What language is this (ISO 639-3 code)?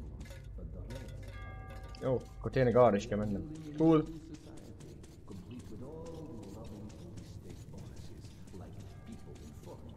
hun